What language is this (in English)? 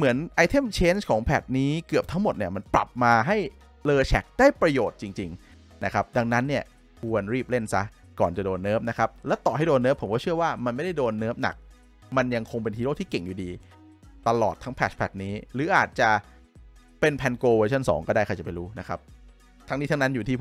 Thai